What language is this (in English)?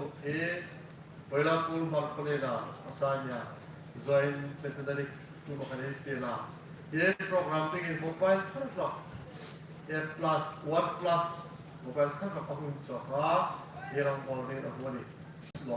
Hmar